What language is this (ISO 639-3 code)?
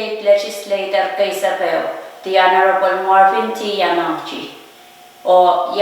pon